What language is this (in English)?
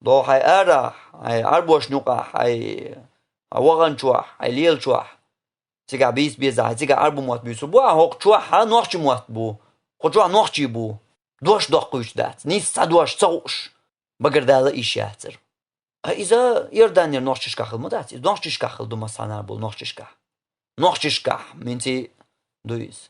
Chechen